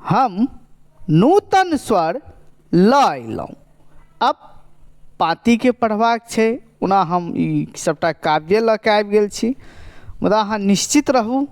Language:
Maithili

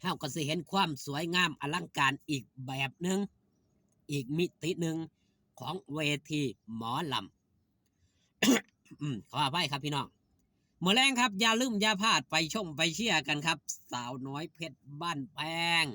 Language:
Northeastern Thai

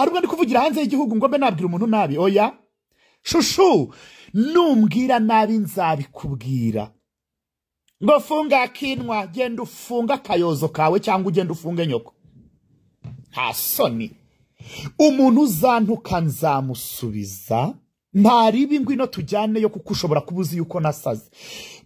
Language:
Kinyarwanda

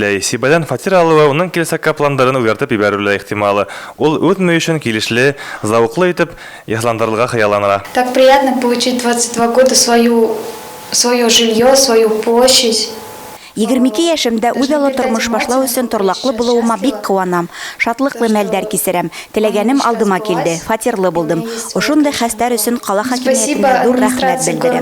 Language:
Bashkir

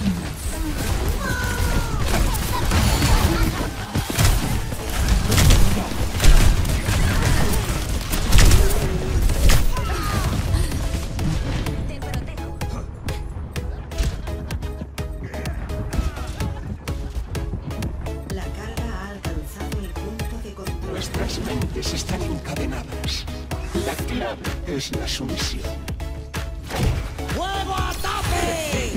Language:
Spanish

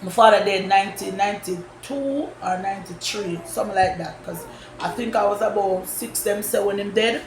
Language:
Jamaican Creole English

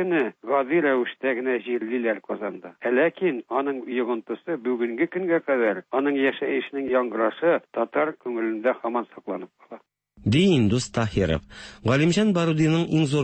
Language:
Tatar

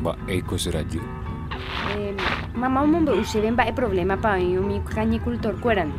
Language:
Guarani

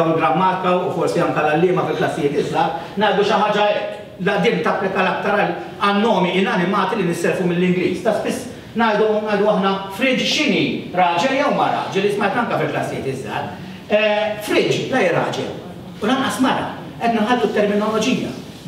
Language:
Maltese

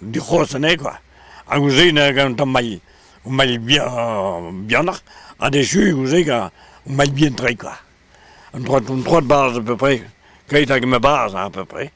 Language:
Breton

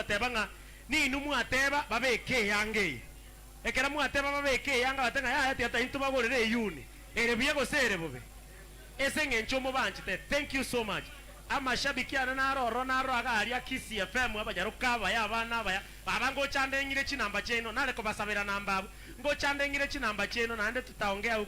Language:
Gusii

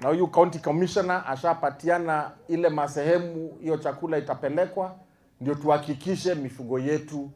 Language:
Kamba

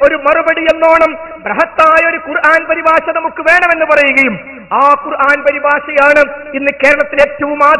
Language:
Malayalam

